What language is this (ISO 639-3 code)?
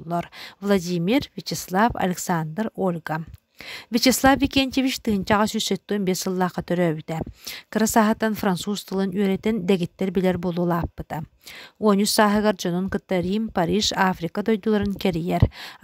sah